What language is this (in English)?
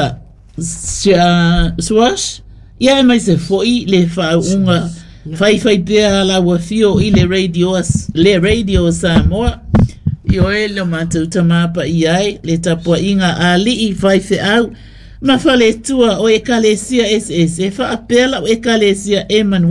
Samoan